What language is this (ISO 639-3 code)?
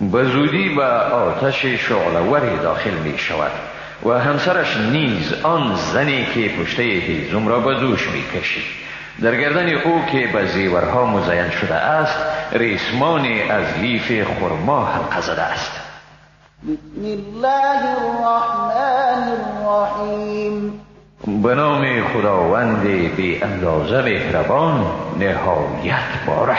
fas